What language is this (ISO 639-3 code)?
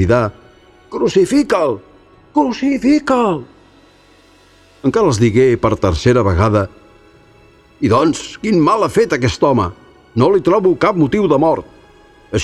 cat